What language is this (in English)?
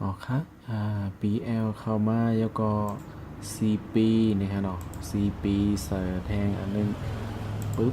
Shan